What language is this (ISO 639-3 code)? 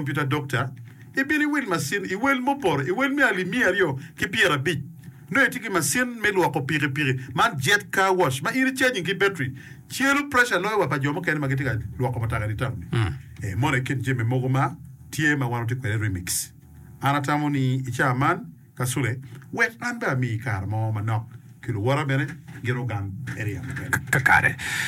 ach